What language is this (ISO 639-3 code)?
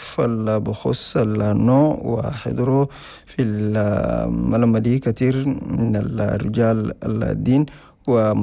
shu